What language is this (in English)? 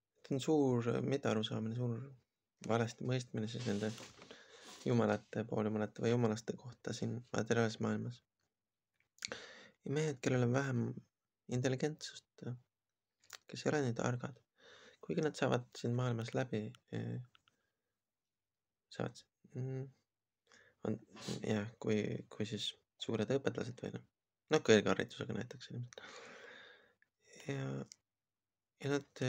Estonian